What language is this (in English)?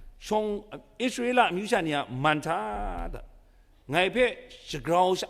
Kachin